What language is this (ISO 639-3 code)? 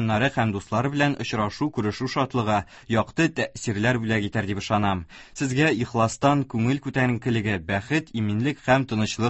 tat